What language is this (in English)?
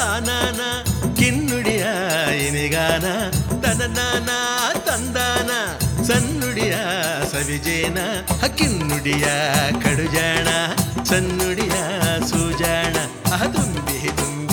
Kannada